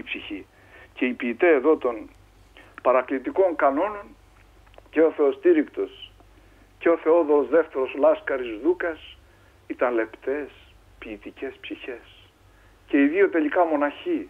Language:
Greek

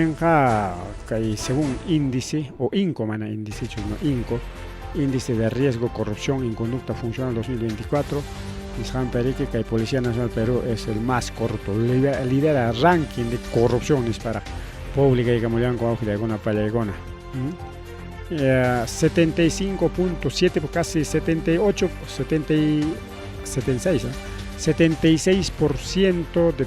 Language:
Ayacucho Quechua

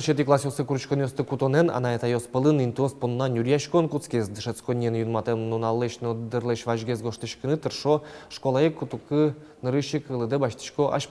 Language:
Udmurt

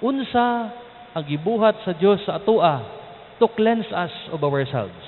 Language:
Cebuano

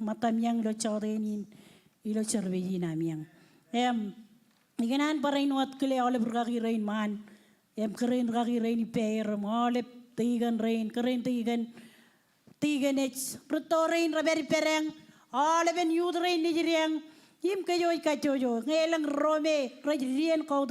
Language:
Marshallese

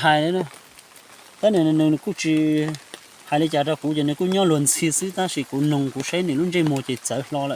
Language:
Hmong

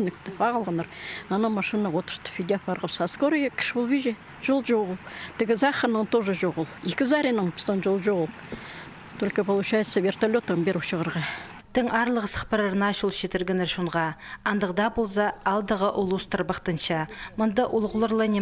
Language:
Khakas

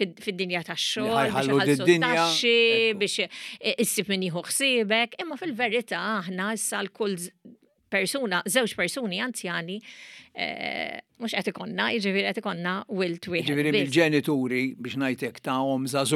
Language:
Maltese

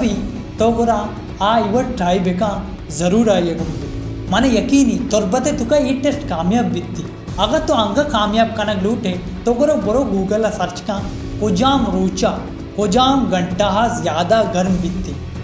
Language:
Baluchi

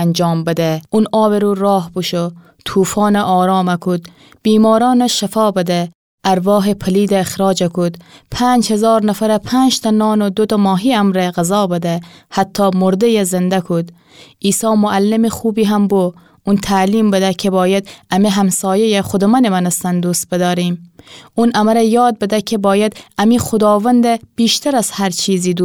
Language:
Gilaki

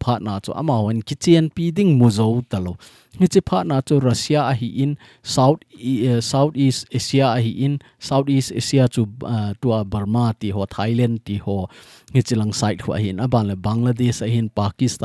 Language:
Thado Chin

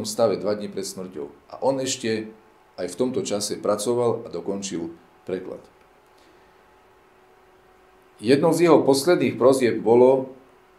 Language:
Slovak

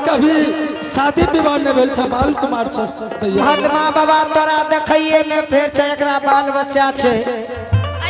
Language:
Angika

